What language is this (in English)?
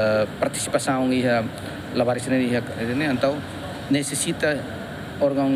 Tetum